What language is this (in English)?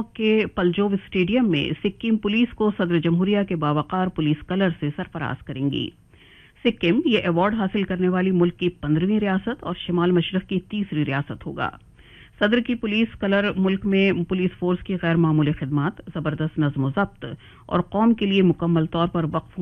Urdu